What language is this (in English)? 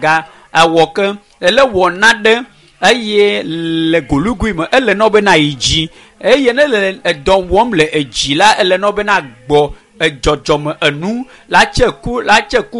Ewe